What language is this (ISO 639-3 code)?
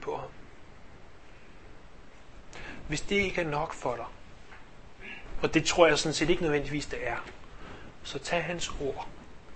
dan